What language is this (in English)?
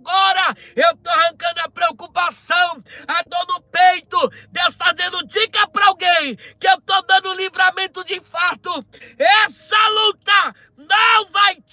Portuguese